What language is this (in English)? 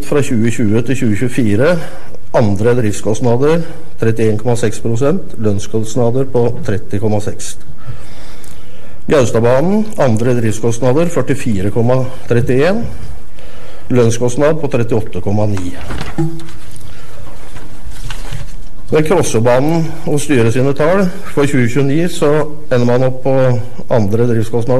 Norwegian